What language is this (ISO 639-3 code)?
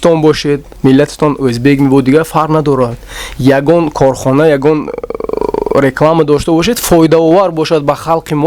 tgk